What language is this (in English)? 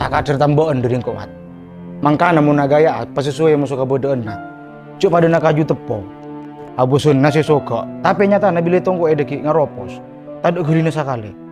Madurese